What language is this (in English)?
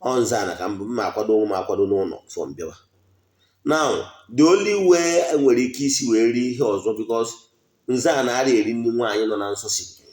Igbo